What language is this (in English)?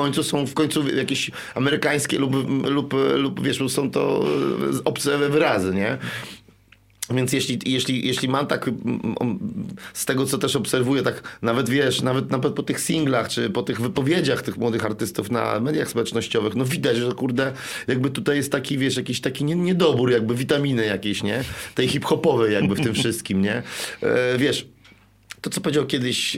Polish